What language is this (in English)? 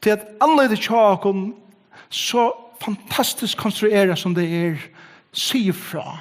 Faroese